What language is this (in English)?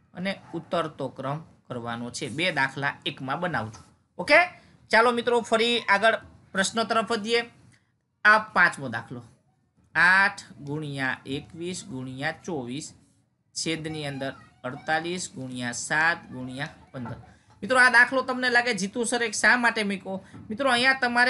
Gujarati